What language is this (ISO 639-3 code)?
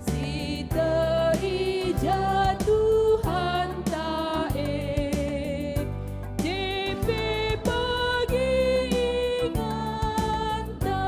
btx